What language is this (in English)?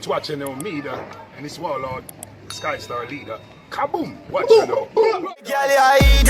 Jamaican Creole English